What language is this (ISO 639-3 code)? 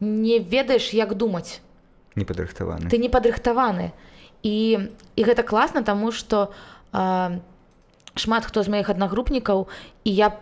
bel